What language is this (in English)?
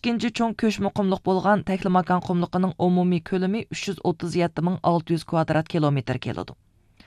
Uyghur